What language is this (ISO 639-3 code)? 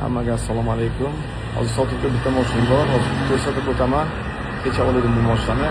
uzb